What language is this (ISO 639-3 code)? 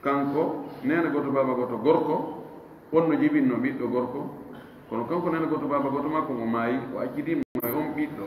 ful